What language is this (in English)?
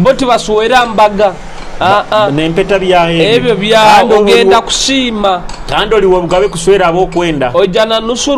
Nyoro